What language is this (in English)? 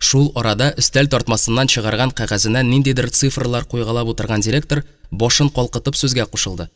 Tatar